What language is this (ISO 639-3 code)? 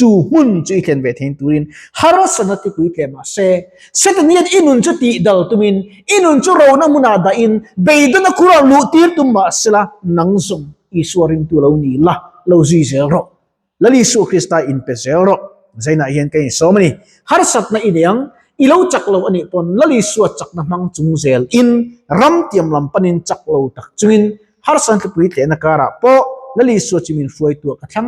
lus